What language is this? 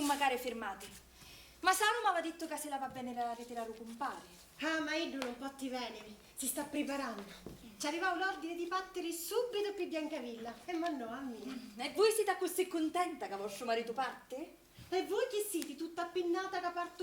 Sicilian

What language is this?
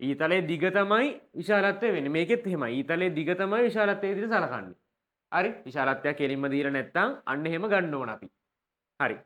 Sinhala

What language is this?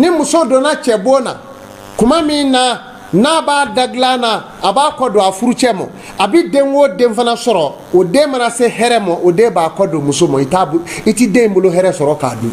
Bambara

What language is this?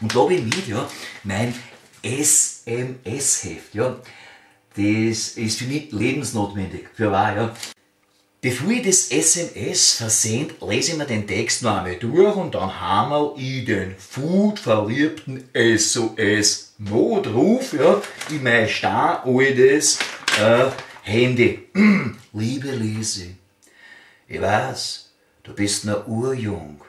Bavarian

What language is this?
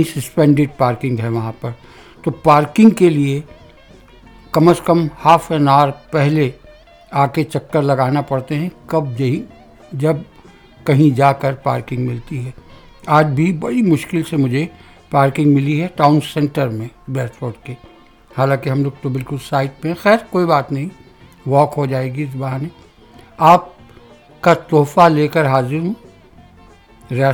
Urdu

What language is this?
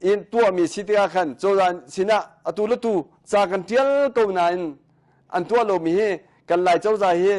Hakha Chin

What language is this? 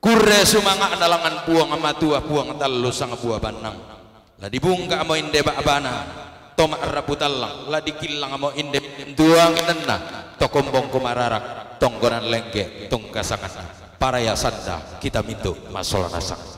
Toraja-Sa'dan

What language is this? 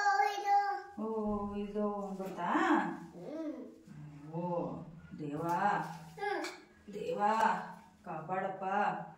Kannada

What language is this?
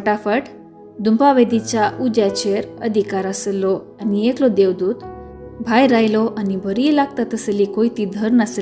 Konkani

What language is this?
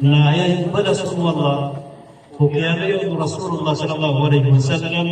Maranao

